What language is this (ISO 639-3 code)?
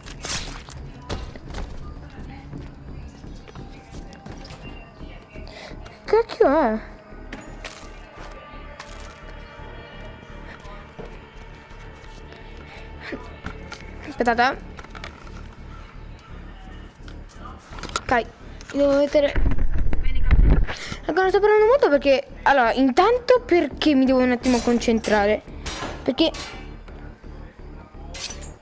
ita